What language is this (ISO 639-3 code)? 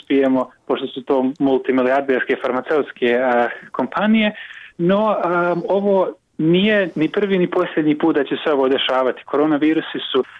bos